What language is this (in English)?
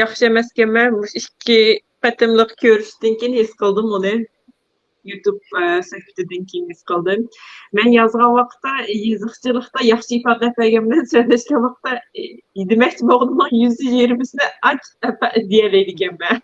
Uyghur